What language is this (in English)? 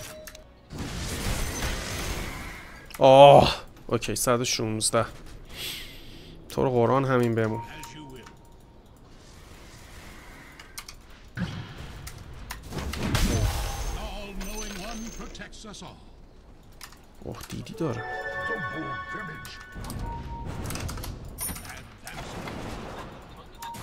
Persian